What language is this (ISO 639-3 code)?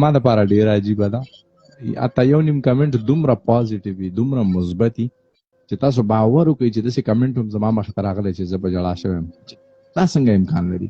pus